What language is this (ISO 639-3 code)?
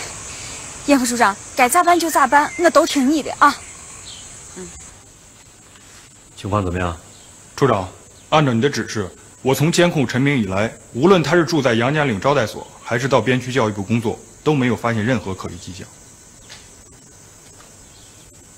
zho